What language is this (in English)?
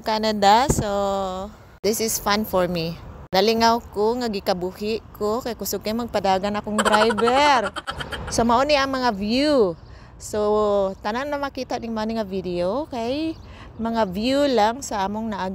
Cebuano